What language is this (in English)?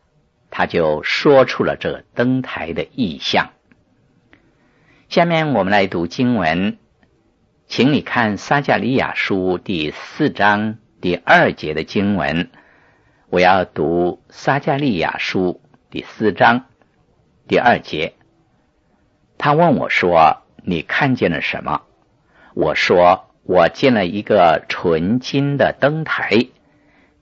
Chinese